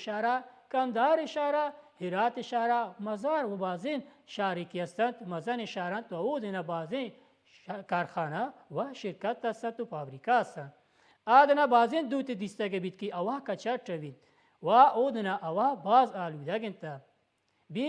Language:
Baluchi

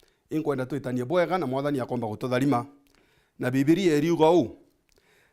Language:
Meru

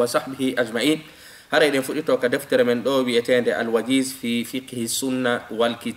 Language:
Fula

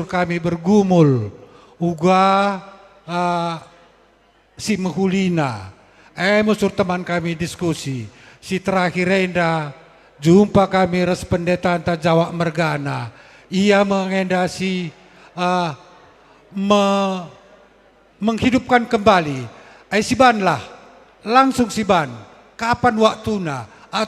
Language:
Batak Karo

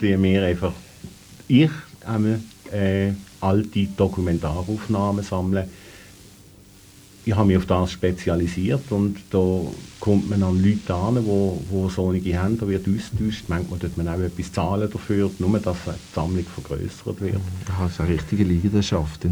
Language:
German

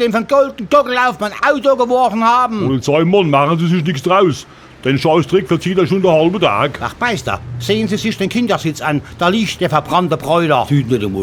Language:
Palatine German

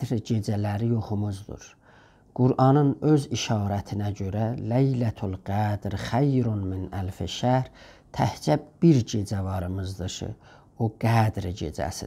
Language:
South Azerbaijani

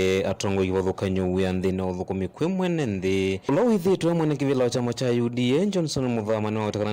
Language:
Kamba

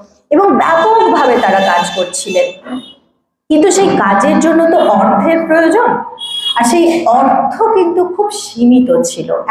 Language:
Bangla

